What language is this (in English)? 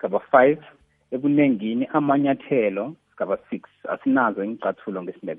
South Ndebele